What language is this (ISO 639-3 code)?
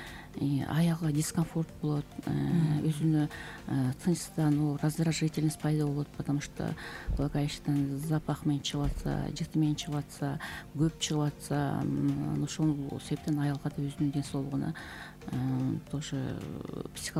kir